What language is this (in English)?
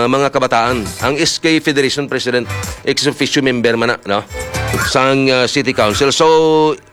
Hiligaynon